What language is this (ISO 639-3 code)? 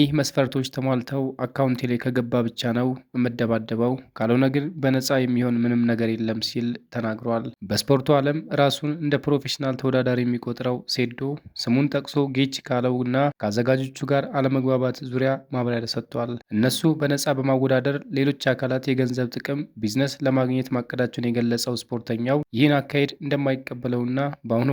amh